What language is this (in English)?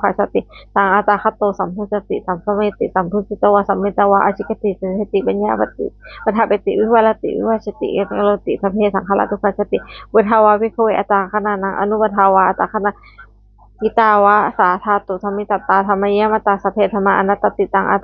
Pali